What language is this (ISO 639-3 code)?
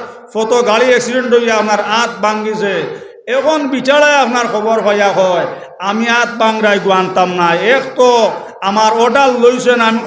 syl